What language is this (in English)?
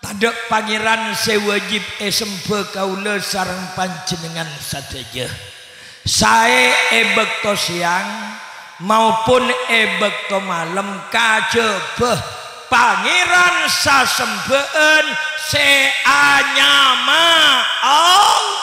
Madurese